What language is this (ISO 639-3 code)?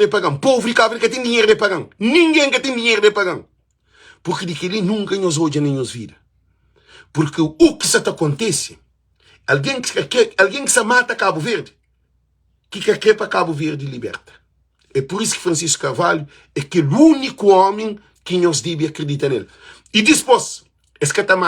kea